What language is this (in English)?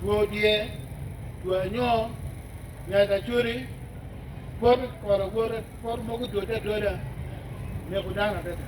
Acoli